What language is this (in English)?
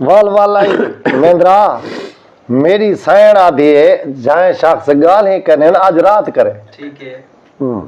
Saraiki